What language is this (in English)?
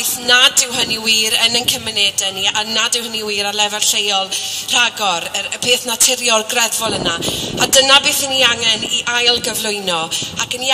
Welsh